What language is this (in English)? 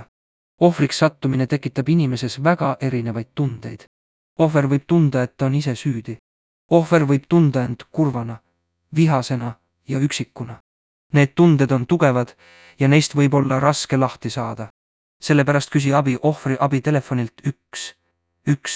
Estonian